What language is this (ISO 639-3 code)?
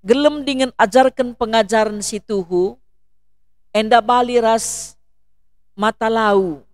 btx